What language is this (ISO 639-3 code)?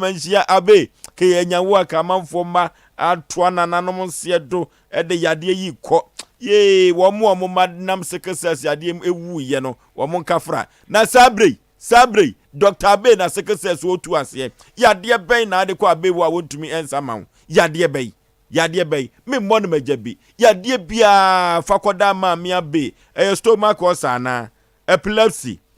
aka